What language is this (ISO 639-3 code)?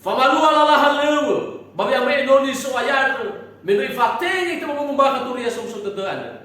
nia